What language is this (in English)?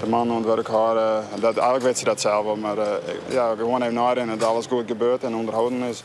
Western Frisian